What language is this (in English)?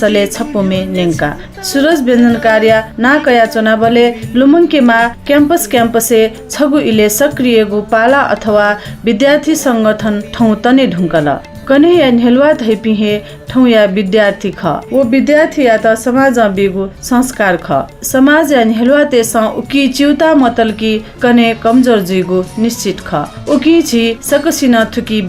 Newari